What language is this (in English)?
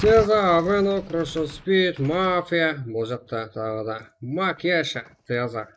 Kara-Kalpak